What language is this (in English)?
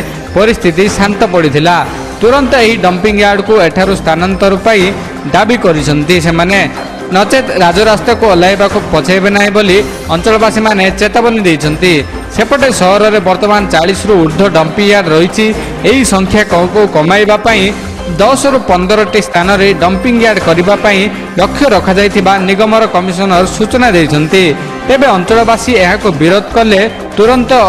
Odia